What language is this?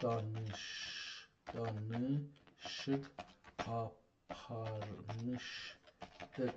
South Azerbaijani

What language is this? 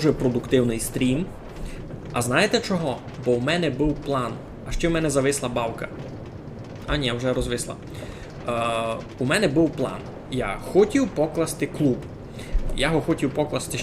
Rusyn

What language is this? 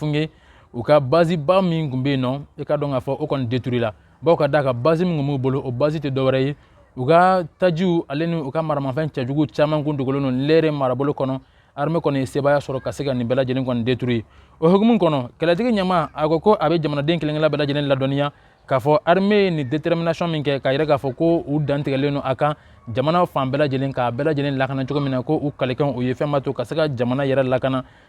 Bambara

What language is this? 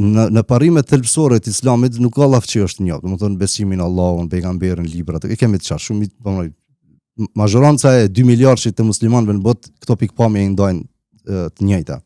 Albanian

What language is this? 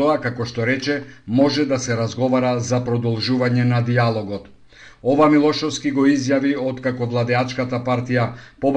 Macedonian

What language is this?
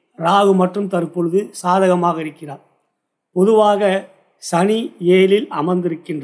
Tamil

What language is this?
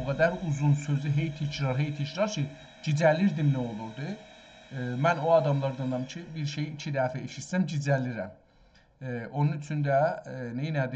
South Azerbaijani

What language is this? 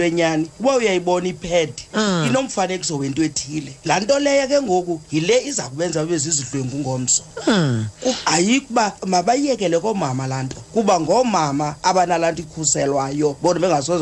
Xhosa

